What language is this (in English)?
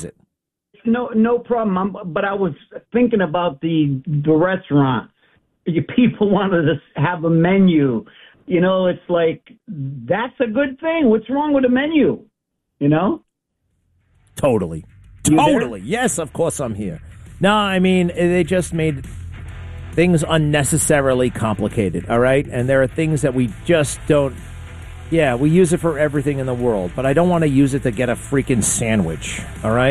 English